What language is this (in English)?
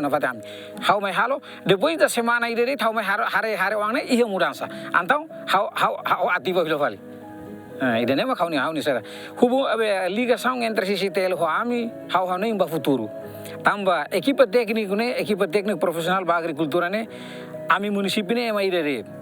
Tetum